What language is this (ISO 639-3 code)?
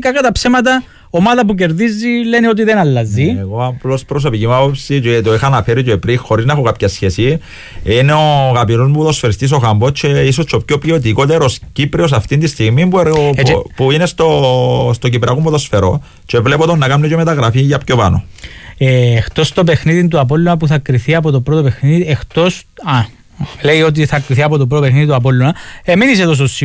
ell